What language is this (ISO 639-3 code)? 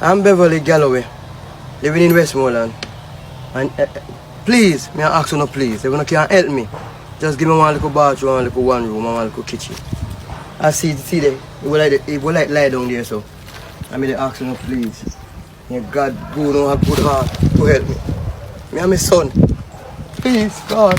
jam